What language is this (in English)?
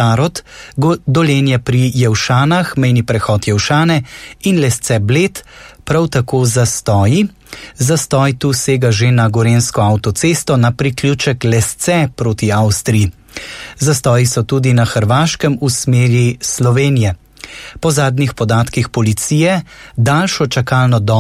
Slovenian